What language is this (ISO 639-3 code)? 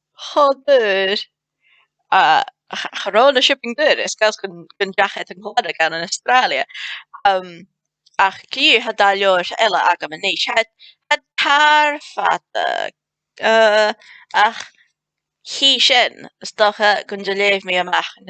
gla